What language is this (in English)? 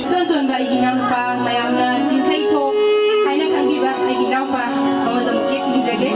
Manipuri